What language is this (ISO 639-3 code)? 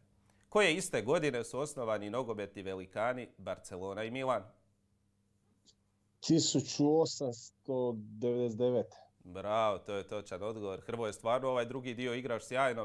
hrv